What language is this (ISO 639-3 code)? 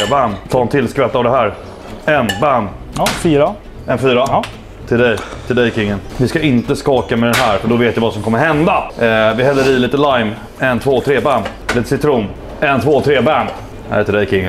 swe